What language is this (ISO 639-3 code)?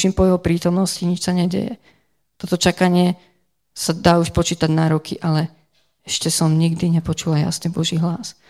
slk